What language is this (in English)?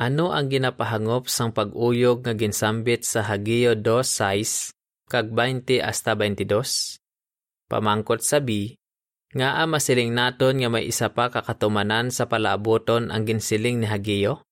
Hiligaynon